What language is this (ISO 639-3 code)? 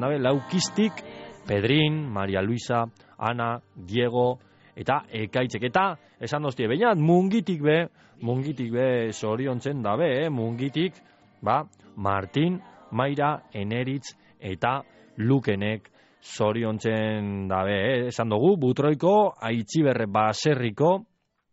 eus